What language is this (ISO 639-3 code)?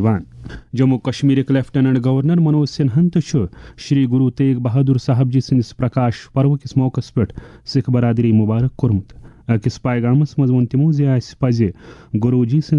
kas